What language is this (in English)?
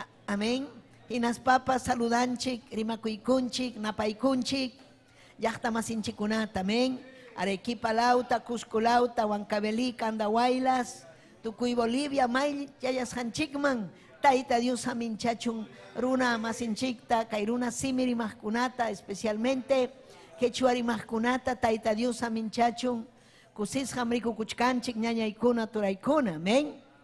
Ayacucho Quechua